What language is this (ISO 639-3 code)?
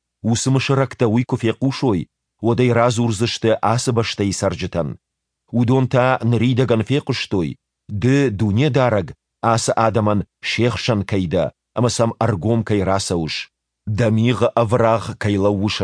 oss